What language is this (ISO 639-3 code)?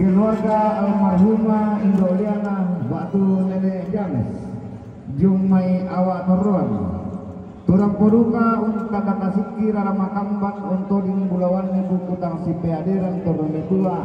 sda